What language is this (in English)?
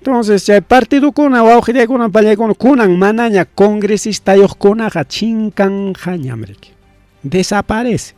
Ayacucho Quechua